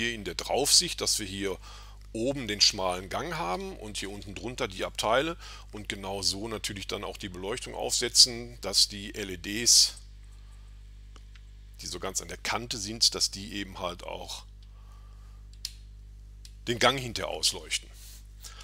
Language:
German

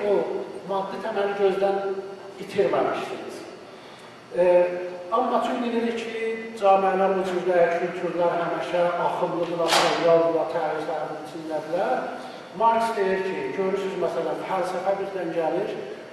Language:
South Azerbaijani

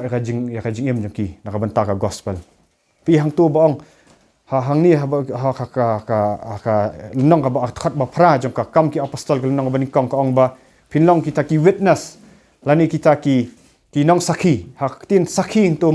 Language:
Khasi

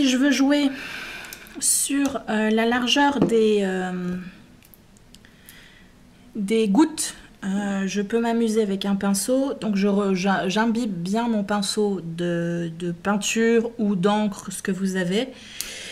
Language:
French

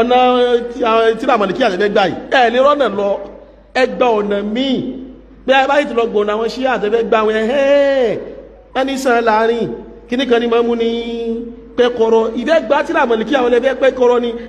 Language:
Yoruba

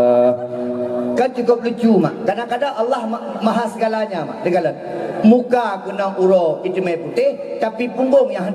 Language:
Achinese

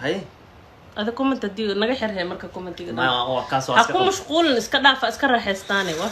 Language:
Somali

